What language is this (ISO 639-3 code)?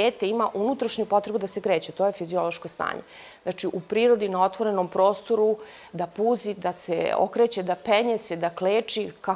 srp